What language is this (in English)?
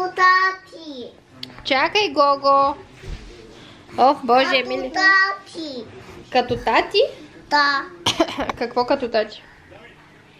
Bulgarian